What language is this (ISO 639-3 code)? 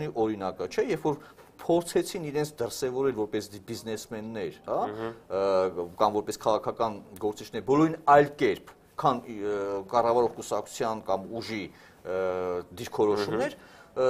hye